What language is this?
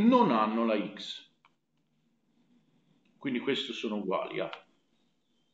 Italian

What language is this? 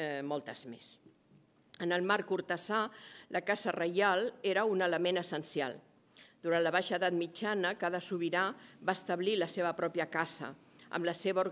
Catalan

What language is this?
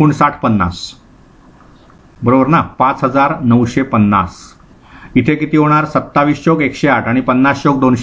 Marathi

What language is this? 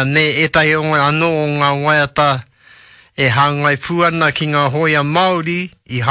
Māori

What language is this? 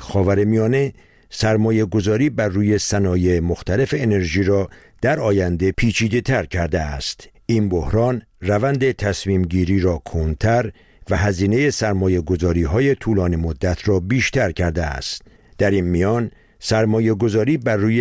Persian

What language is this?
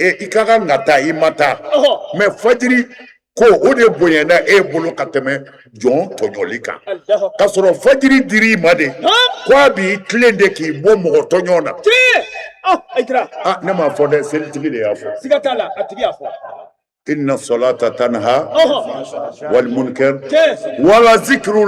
Bambara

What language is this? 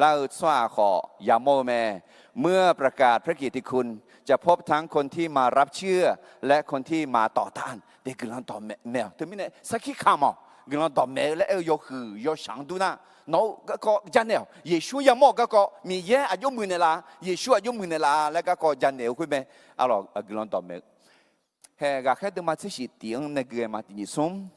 Akha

